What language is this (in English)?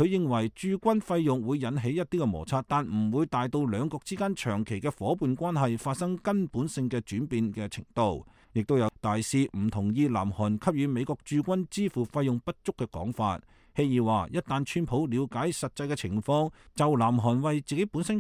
Cantonese